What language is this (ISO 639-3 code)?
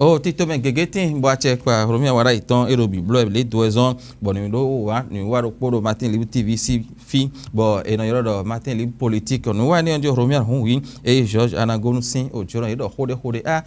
fon